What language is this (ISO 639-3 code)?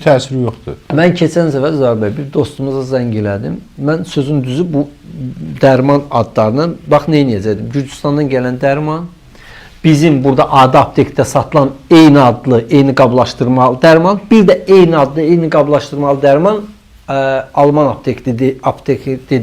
aze